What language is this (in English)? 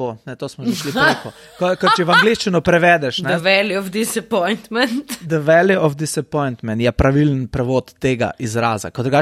Slovenian